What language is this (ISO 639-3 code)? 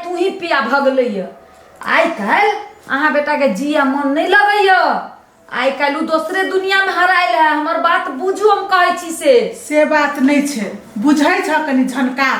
mai